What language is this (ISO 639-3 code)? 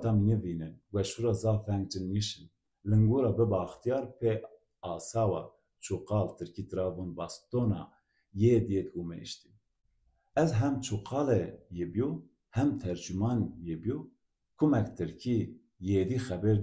zza